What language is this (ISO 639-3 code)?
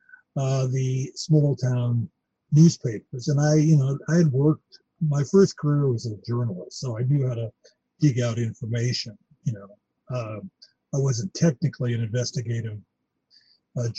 eng